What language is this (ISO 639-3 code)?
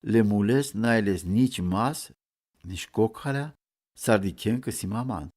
rom